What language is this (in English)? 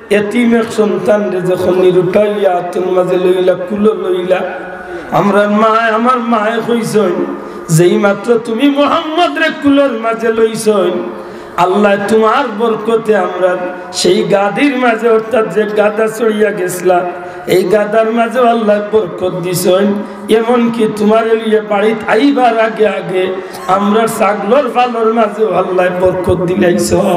Sylheti